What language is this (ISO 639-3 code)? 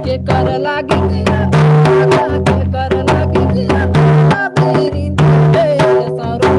sck